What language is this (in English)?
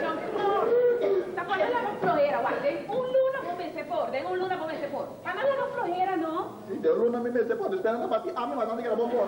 Papiamento